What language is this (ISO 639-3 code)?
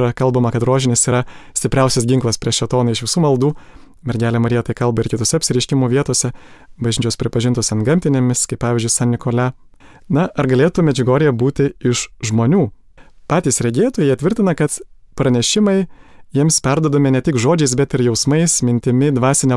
lit